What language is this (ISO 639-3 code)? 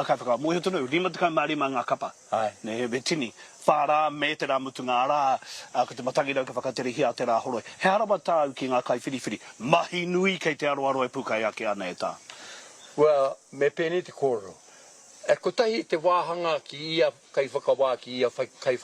mri